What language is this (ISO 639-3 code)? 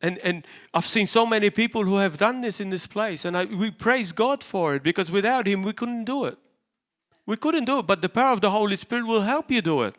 eng